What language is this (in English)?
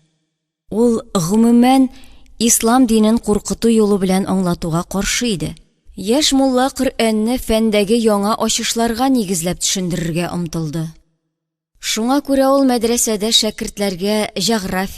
Tatar